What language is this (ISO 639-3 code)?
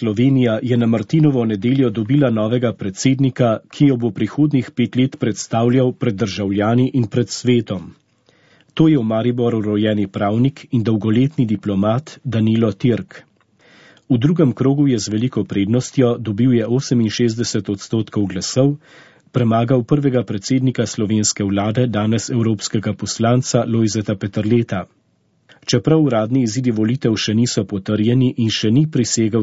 slv